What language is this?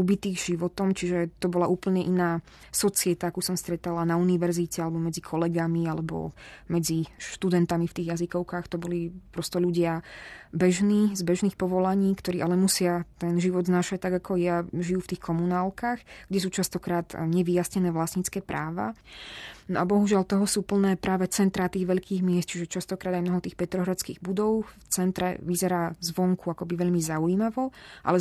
Slovak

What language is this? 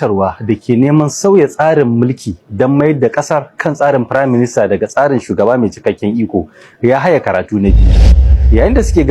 Hausa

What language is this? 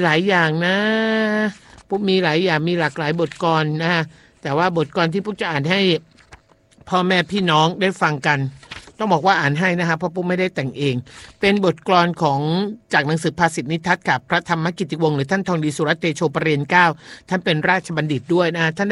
Thai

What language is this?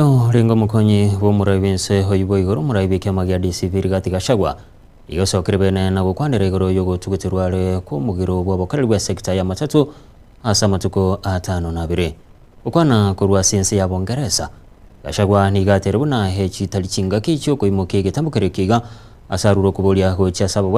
Gusii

